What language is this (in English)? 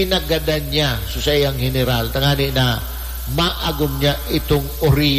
Bikol